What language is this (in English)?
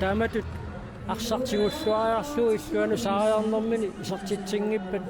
Kalaallisut